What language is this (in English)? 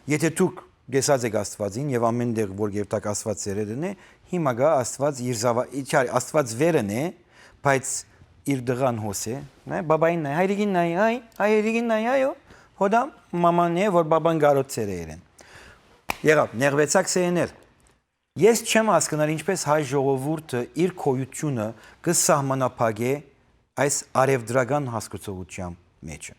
Western Armenian